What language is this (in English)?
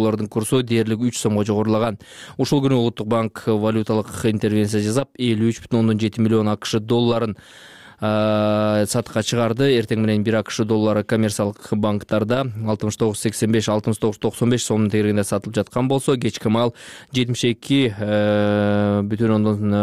Kyrgyz